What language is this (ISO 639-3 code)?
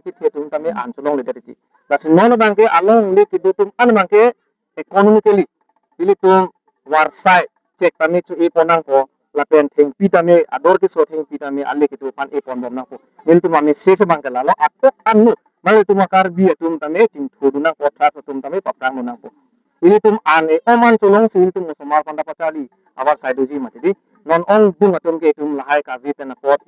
mjw